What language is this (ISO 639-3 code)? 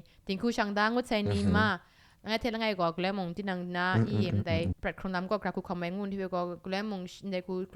kac